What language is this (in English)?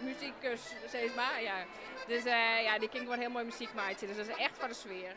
Western Frisian